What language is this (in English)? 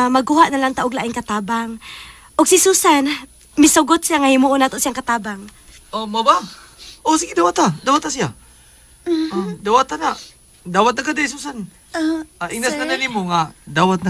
Cebuano